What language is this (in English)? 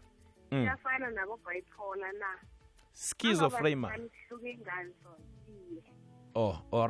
South Ndebele